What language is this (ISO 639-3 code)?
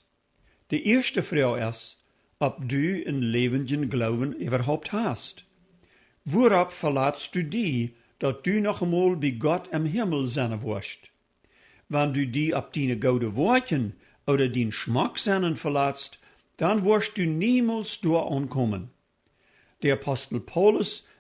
pdt